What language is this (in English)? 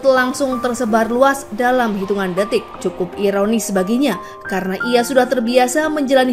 Indonesian